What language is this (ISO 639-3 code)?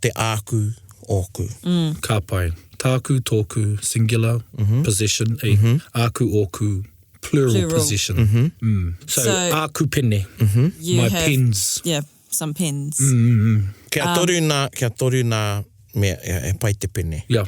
mri